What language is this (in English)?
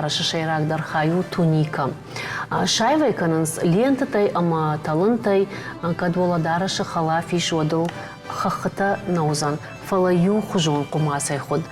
Ossetic